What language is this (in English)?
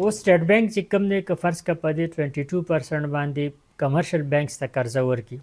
Pashto